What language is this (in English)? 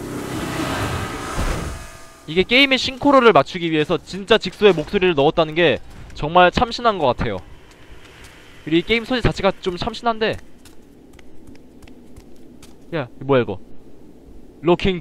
Korean